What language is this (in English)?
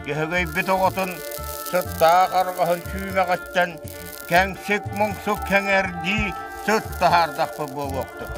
Yakut